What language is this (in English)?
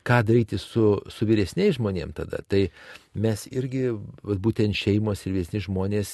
Lithuanian